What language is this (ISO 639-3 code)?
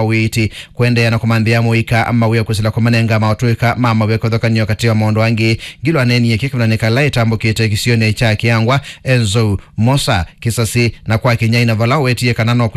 kam